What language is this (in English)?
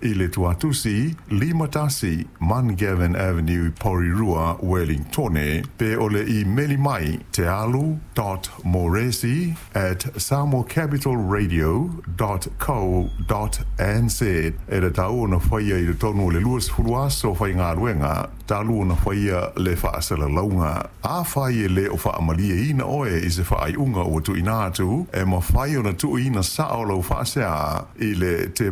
Samoan